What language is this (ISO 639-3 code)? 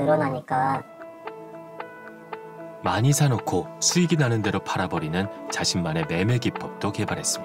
kor